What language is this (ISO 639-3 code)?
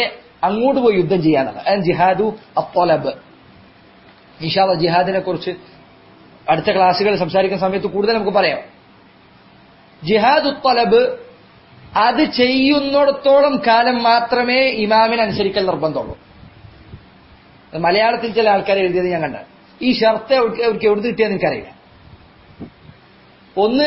mal